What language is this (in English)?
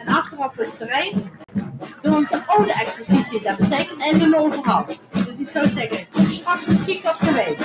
Limburgish